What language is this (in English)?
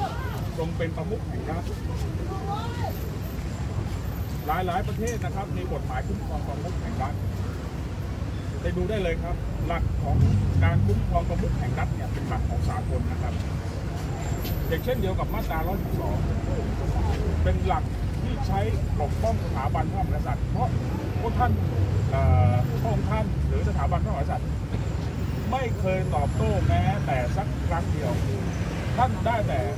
Thai